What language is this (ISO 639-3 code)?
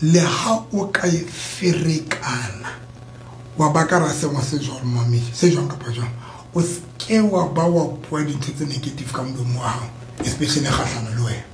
sot